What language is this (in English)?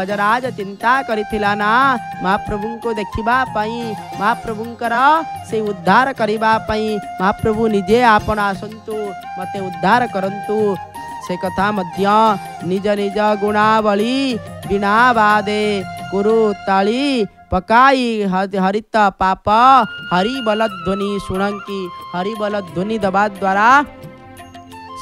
Odia